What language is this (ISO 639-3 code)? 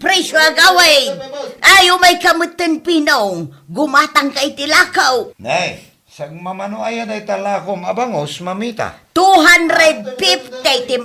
ilo